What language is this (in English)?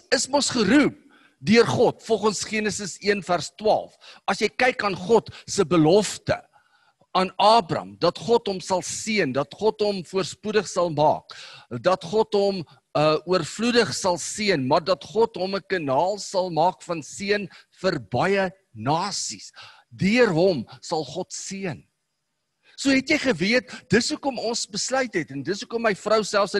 Afrikaans